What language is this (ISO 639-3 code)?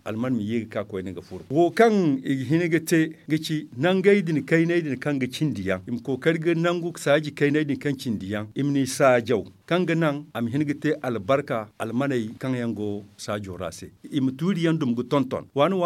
dje